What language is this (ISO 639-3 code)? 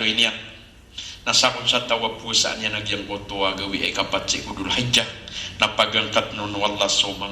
mrw